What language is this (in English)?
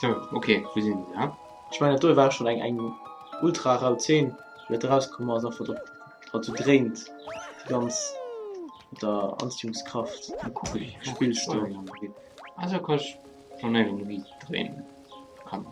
Luxembourgish